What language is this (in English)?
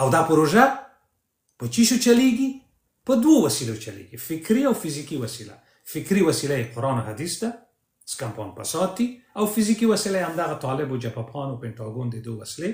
Pashto